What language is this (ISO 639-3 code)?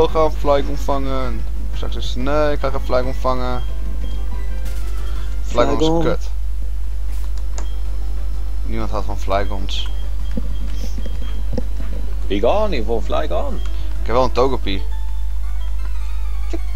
nld